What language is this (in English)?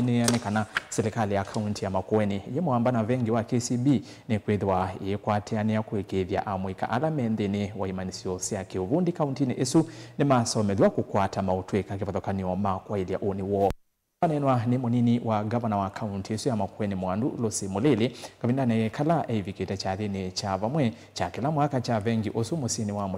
Kamba